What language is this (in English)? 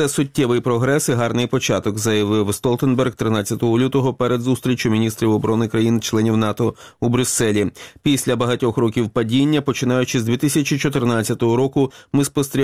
Ukrainian